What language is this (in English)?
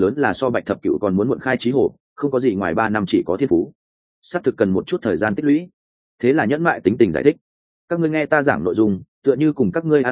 Vietnamese